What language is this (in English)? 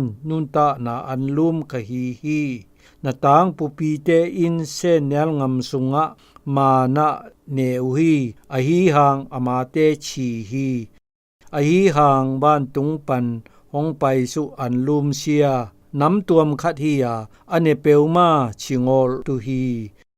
Zou